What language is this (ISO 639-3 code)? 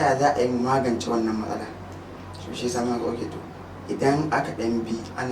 hau